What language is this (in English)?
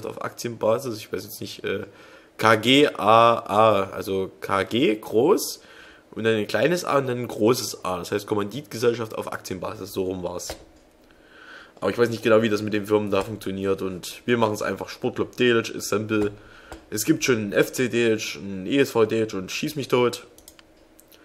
German